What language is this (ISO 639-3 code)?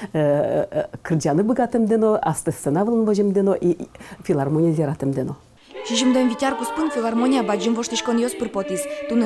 udm